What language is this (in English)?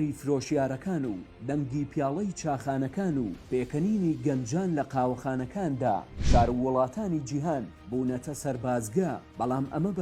Central Kurdish